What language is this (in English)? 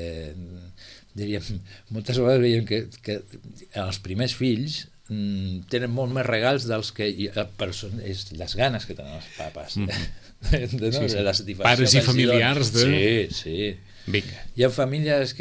Catalan